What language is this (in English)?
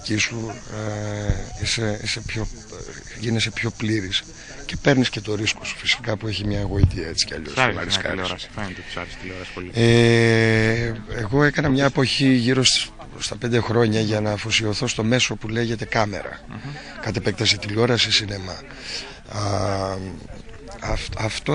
Greek